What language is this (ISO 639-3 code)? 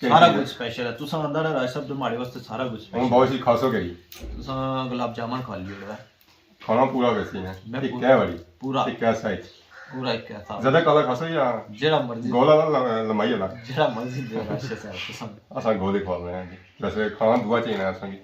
phr